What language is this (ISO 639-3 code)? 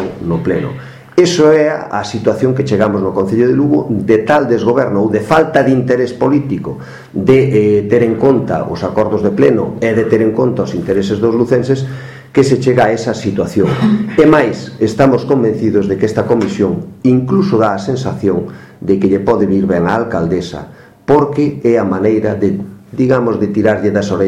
glg